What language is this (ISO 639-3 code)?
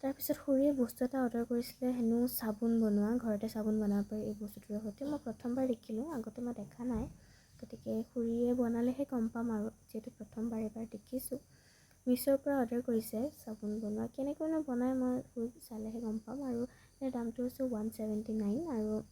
asm